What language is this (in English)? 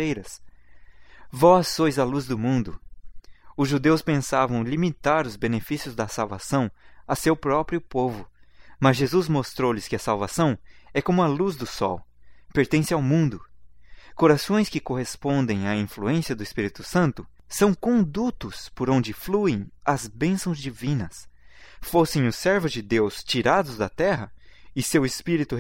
Portuguese